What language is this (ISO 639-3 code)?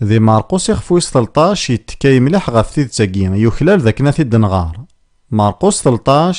kab